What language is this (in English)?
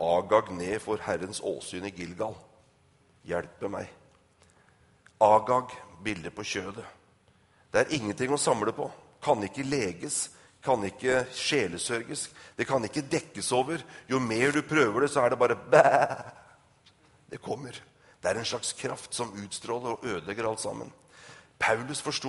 Norwegian